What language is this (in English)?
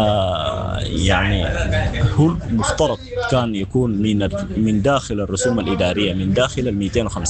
Sudanese Arabic